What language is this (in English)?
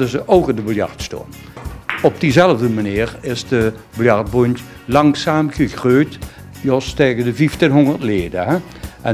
Limburgish